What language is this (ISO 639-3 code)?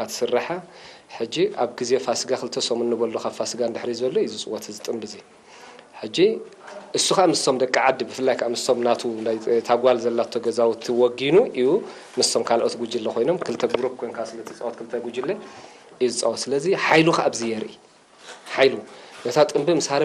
tir